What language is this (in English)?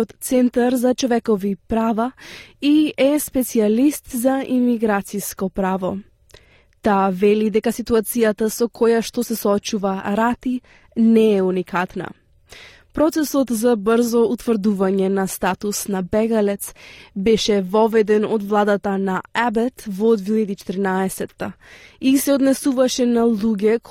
Macedonian